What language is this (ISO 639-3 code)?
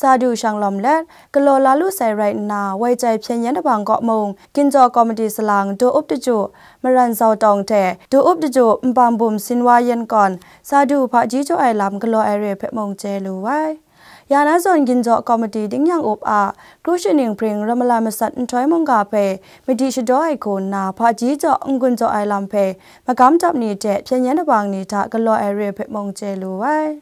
kac